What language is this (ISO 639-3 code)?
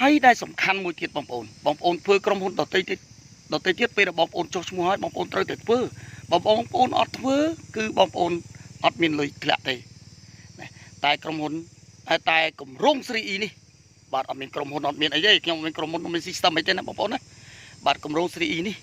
khm